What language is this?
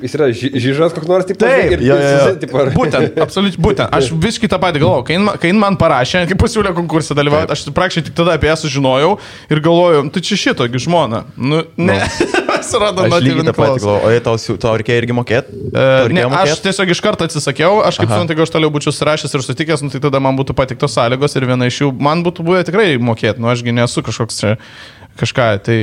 Lithuanian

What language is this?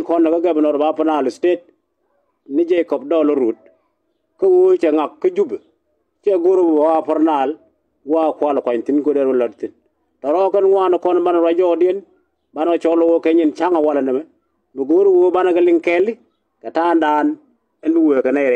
Nuer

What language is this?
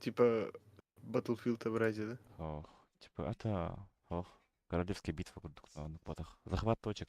Yakut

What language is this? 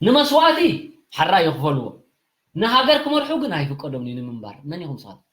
Tigrinya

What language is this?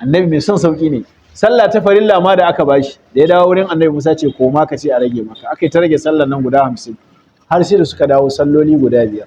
Hausa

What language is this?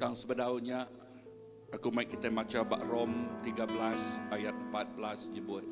Iban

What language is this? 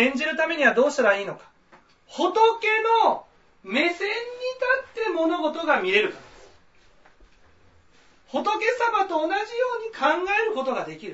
Japanese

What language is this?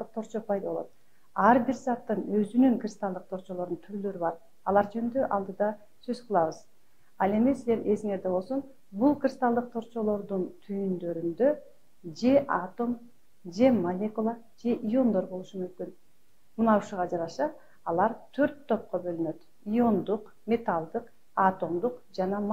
Kyrgyz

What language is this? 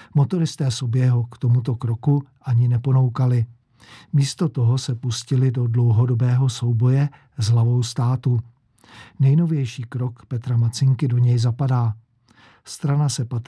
Czech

